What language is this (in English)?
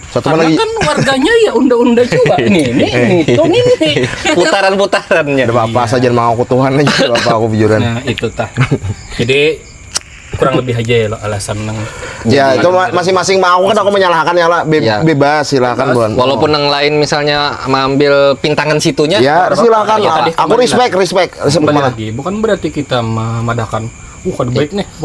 Banjar